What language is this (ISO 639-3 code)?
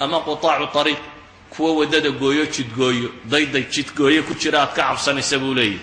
som